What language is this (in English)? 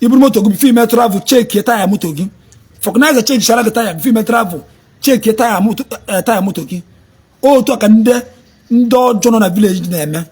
Igbo